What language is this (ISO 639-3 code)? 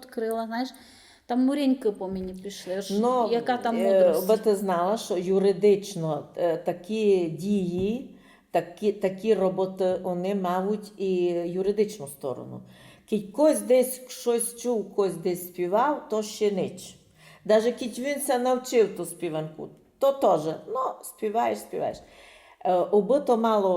rue